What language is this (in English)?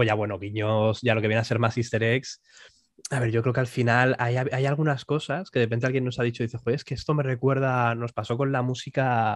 Spanish